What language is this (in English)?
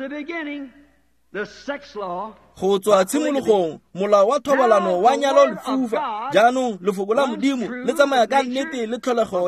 Tswana